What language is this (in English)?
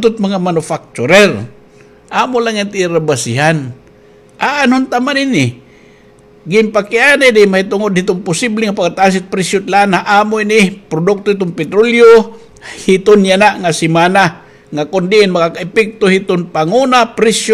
Waray